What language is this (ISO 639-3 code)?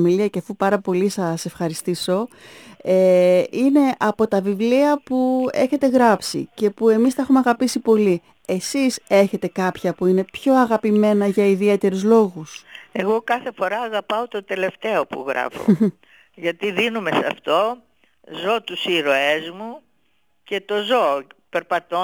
ell